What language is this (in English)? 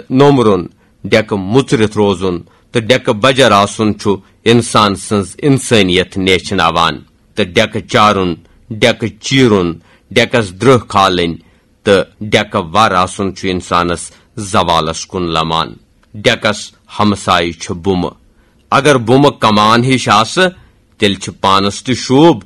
Kashmiri